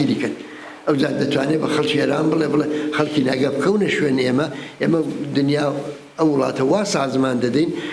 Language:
Central Kurdish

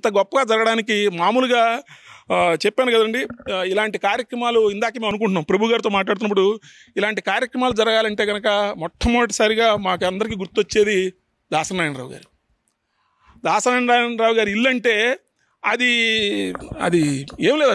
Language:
Telugu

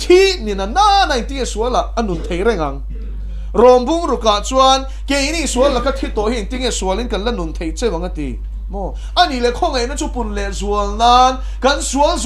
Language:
Mizo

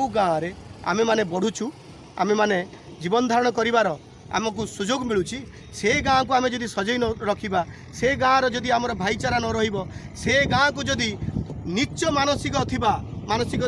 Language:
Odia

